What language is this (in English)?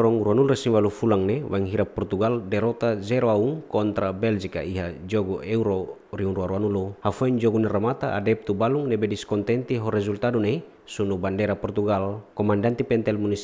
Tetum